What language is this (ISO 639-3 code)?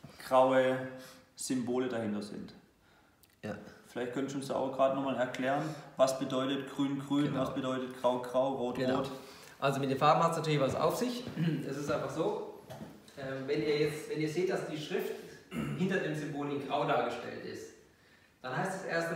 deu